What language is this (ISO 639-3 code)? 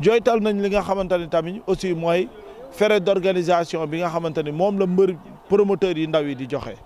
wol